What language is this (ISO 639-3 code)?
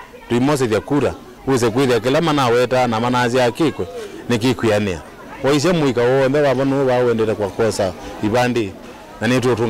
kam